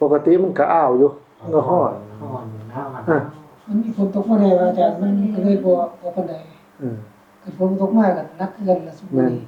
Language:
Northeastern Thai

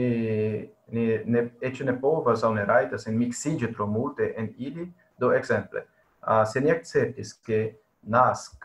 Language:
Esperanto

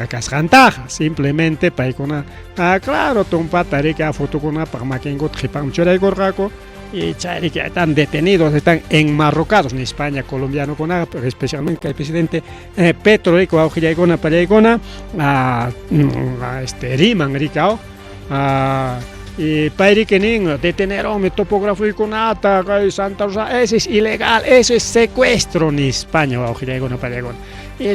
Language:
Ayacucho Quechua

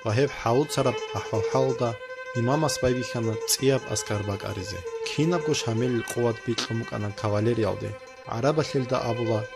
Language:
Avaric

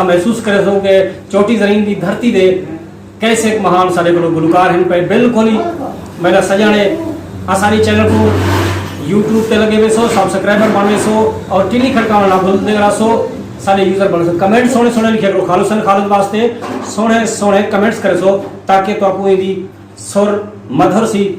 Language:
Saraiki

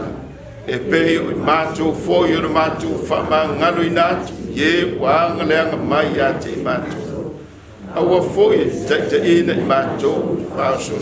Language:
Samoan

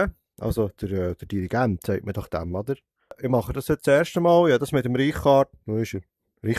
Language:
Swiss German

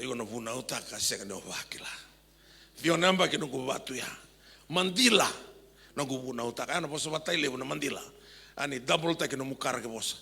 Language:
Fijian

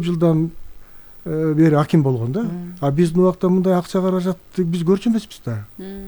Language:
Kyrgyz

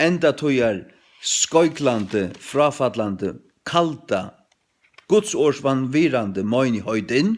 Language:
Faroese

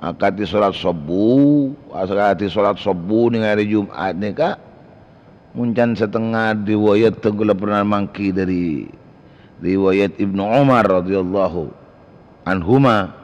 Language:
Madurese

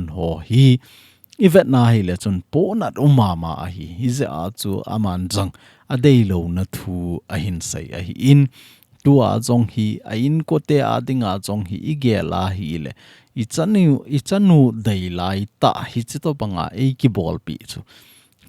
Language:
Thado Chin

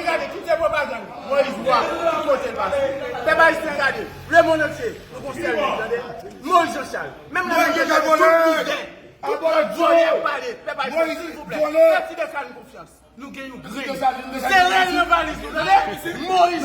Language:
Haitian Creole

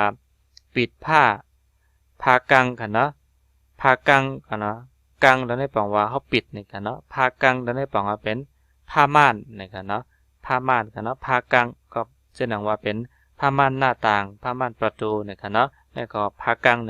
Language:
Shan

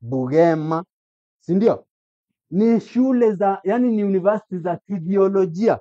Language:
Swahili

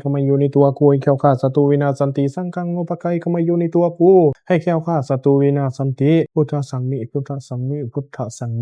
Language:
Pali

